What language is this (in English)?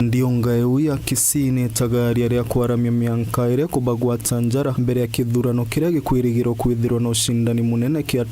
Meru